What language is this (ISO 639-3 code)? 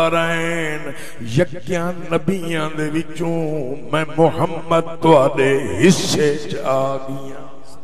skr